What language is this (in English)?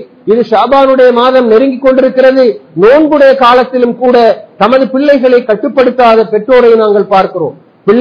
Tamil